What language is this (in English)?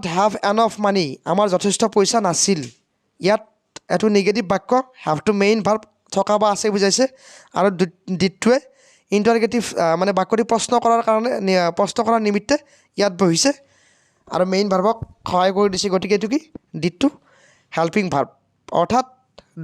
Assamese